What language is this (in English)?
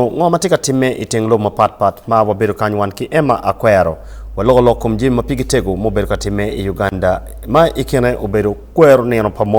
Acoli